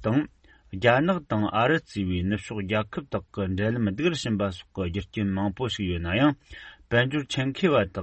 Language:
Tibetan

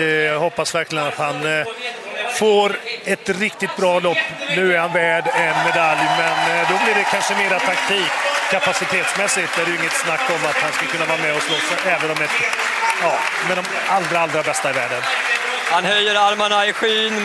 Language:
Swedish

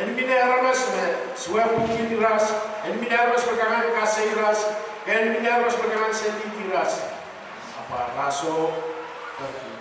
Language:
Pohnpeian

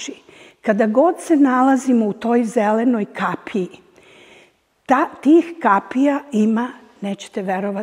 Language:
Serbian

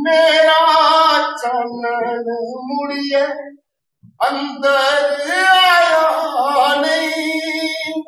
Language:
Dogri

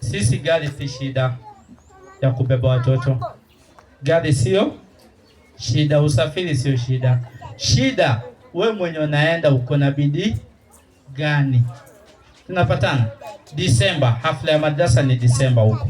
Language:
Swahili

